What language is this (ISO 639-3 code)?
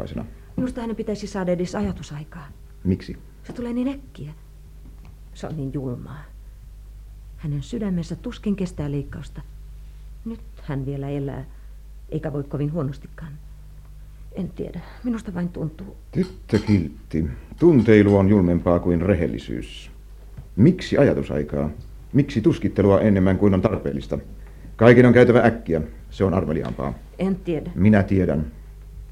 fin